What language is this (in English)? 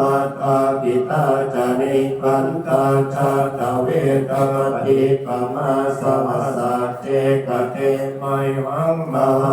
Pali